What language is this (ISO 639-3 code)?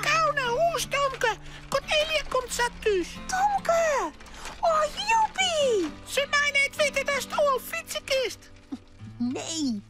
fry